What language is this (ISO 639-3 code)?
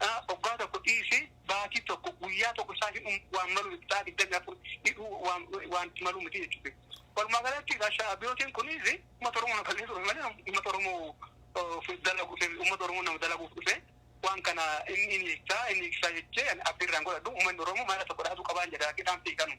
orm